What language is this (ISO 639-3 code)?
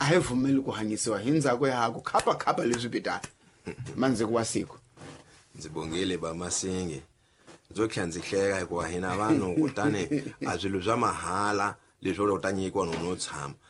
tso